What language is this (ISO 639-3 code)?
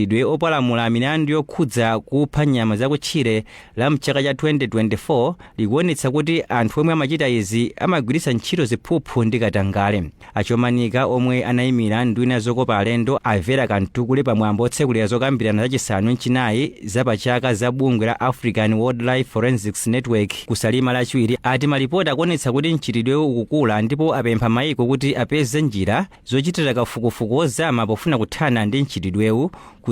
nya